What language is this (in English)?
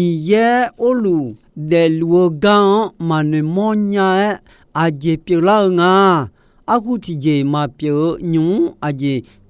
Akha